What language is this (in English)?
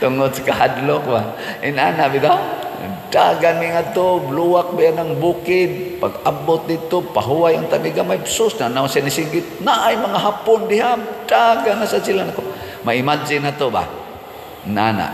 Cebuano